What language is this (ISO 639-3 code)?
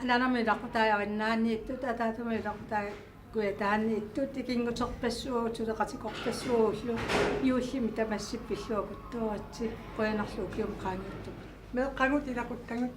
kal